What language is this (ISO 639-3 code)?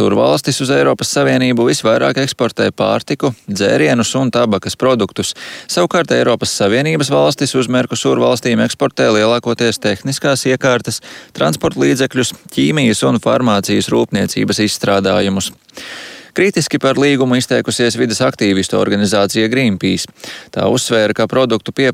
lav